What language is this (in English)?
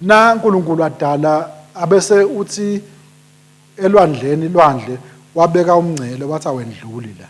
Swati